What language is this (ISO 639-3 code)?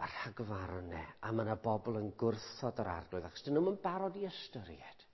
cym